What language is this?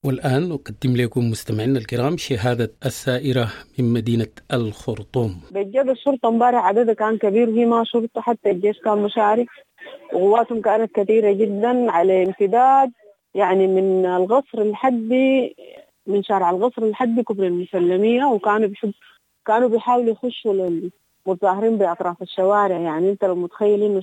Sudanese Arabic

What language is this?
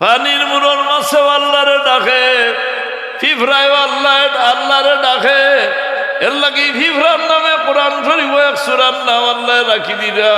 Sylheti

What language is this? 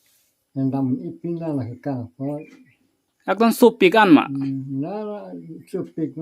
Karbi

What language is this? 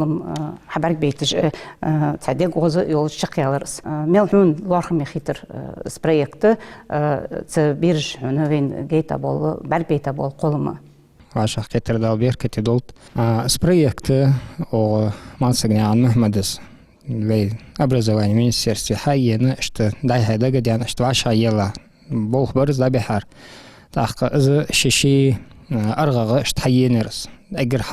Ingush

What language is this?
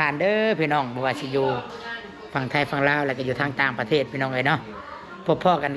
Northeastern Thai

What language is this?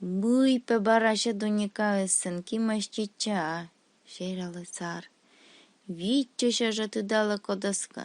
Komi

